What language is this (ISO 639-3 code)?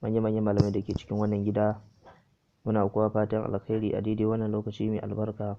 hau